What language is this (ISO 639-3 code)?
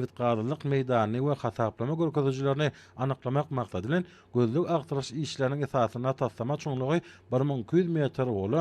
tuk